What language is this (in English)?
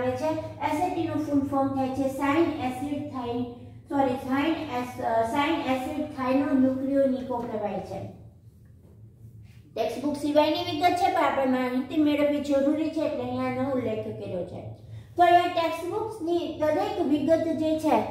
Gujarati